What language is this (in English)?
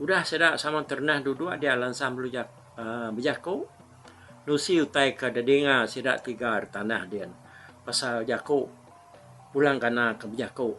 Iban